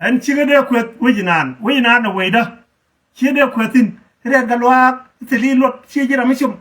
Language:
Nuer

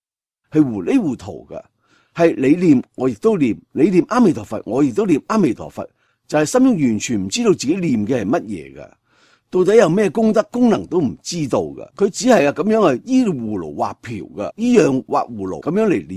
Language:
Cantonese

